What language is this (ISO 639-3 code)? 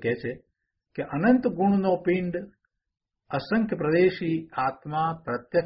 guj